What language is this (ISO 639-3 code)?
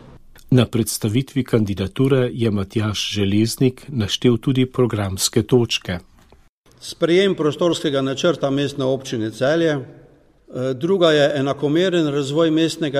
slv